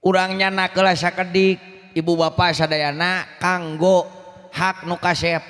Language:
Sundanese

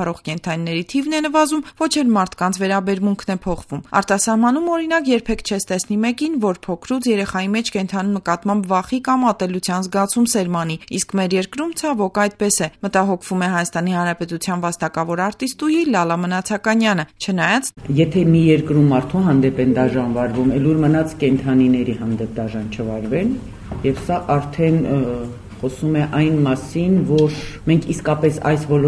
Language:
Armenian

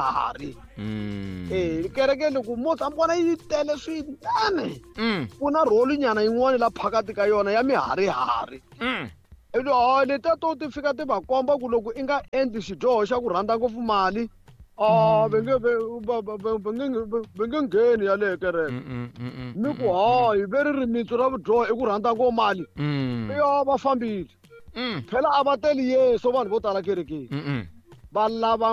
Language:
Tsonga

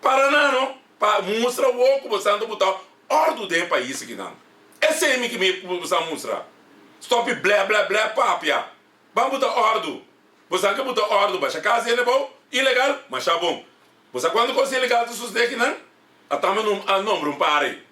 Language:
Papiamento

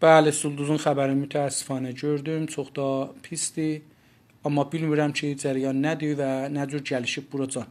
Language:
South Azerbaijani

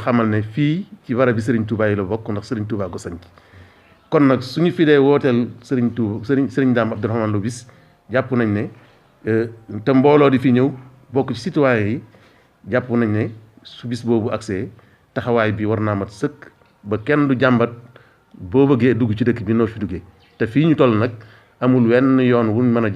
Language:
Wolof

